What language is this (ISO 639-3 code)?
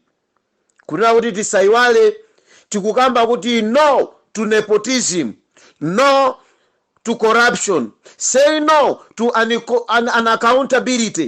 nya